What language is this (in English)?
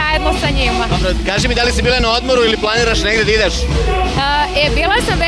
Serbian